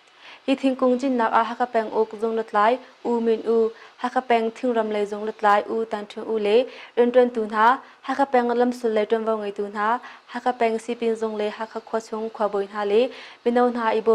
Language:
Hakha Chin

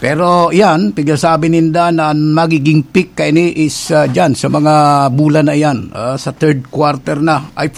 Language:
Bikol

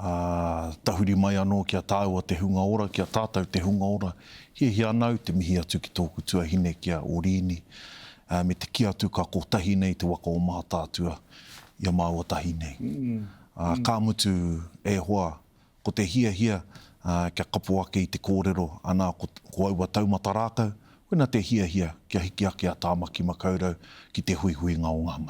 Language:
Māori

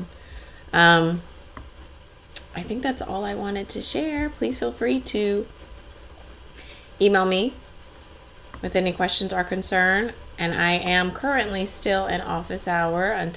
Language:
English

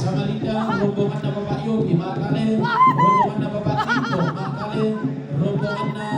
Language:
Toraja-Sa'dan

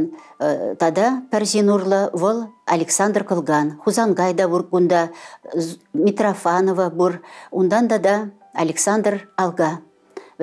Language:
Chuvash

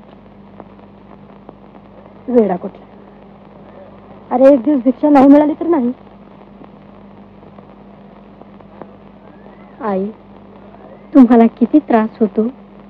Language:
Marathi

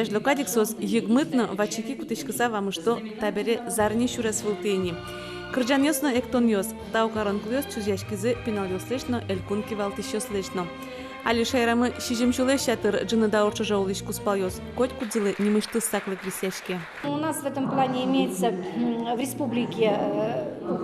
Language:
Udmurt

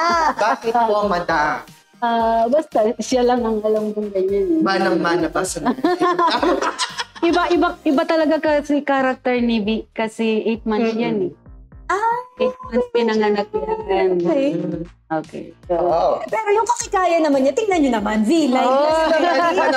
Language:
Filipino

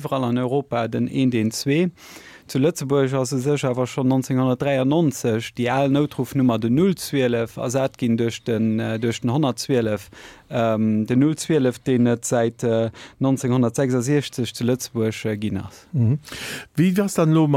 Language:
Luxembourgish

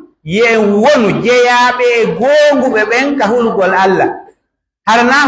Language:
Pular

